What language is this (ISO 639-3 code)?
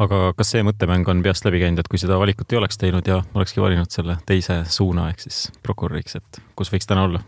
est